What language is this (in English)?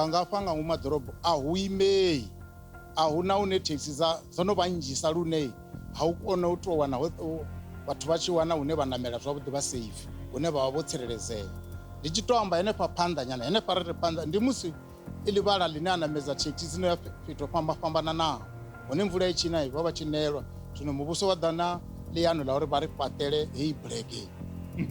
Venda